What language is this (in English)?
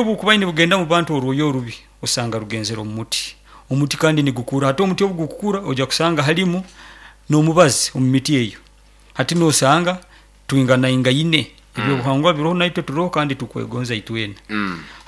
Nyoro